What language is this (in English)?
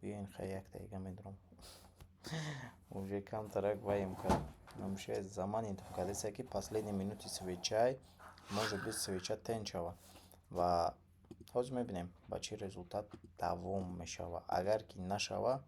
Tajik